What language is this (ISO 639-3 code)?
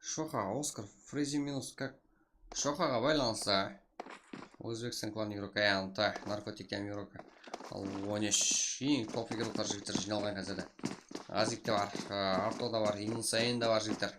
kaa